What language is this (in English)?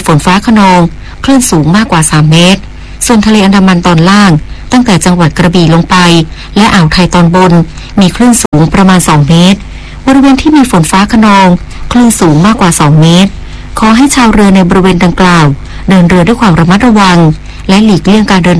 Thai